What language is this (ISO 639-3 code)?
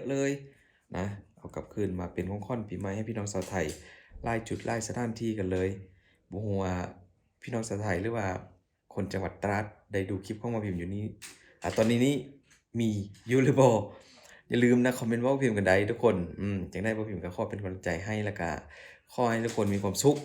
lao